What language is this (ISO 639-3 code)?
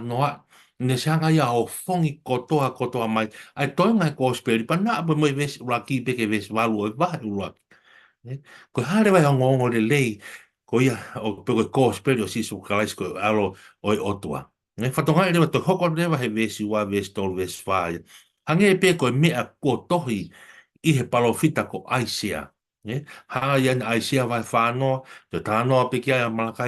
ton